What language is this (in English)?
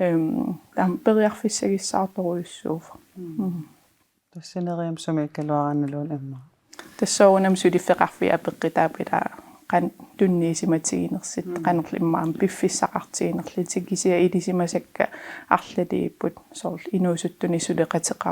Kalaallisut